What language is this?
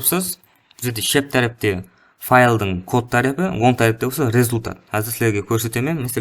Kara-Kalpak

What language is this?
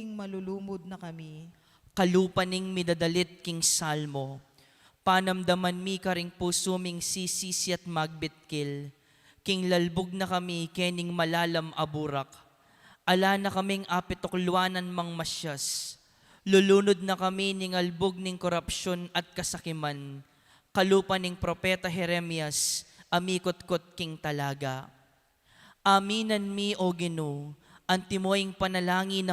Pampanga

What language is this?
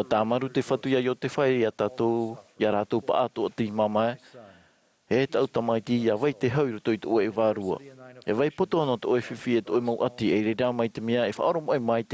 Tahitian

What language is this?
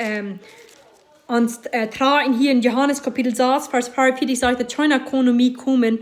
Plautdietsch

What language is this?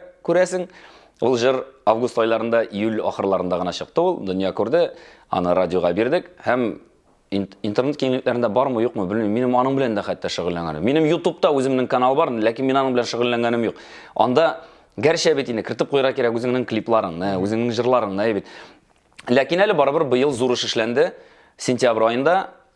Tatar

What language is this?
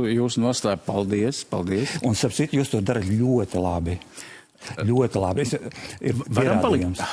Latvian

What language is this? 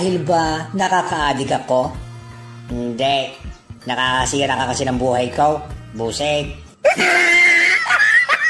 Filipino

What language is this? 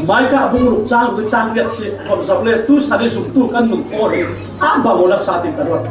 Falam Chin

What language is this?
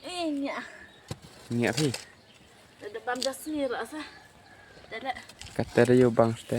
Khasi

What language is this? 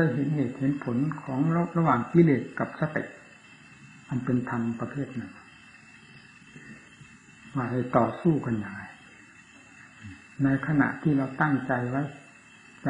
Thai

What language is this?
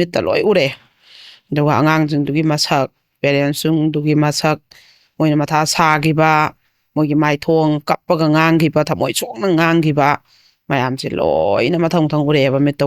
Manipuri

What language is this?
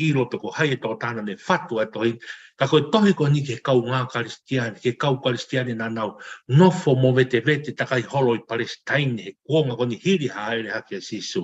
Tongan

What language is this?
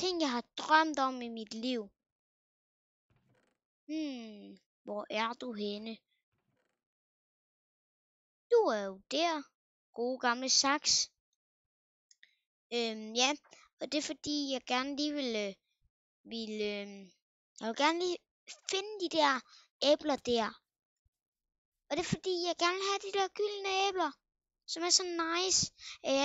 Danish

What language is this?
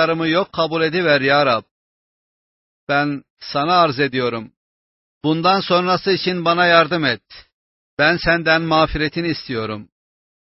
Turkish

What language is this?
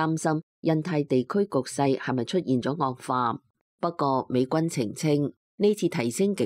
Cantonese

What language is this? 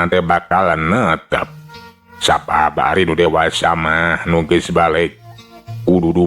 Sundanese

